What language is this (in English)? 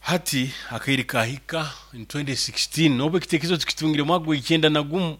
Nyoro